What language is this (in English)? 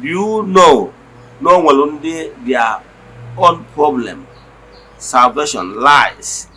Igbo